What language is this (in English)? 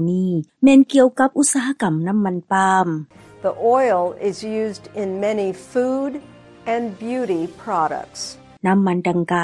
Lao